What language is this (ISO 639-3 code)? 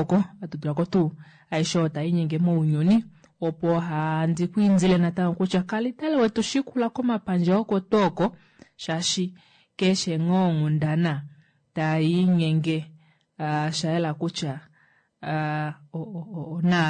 kua